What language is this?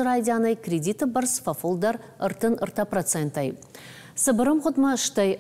Ossetic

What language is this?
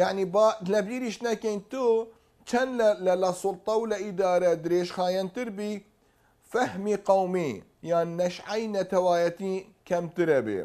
Central Kurdish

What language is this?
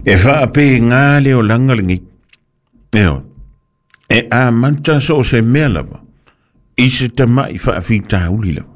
Samoan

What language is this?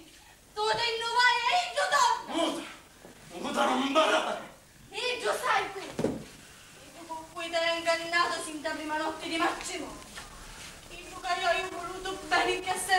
Sicilian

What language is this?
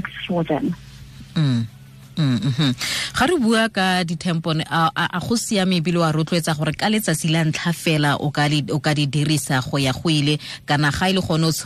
Tswana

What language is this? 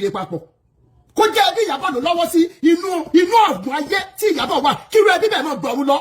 Yoruba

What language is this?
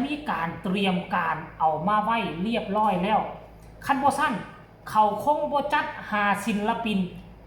Northeastern Thai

